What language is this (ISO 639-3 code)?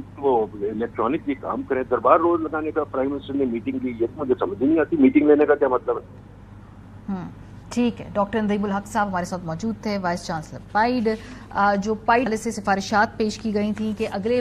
urd